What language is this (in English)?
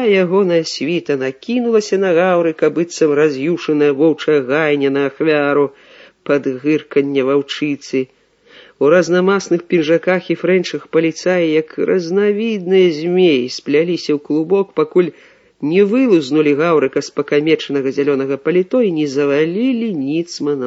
Belarusian